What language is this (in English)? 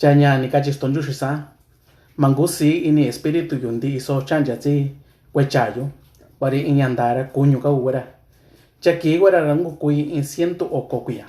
Mixtepec Mixtec